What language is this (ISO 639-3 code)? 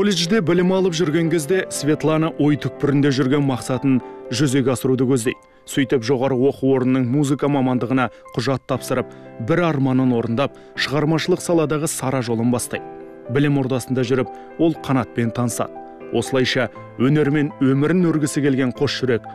kaz